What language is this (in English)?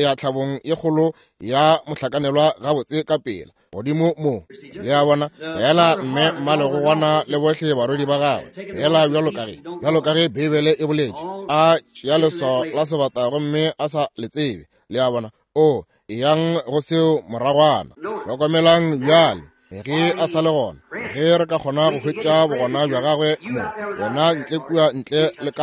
Northern Sotho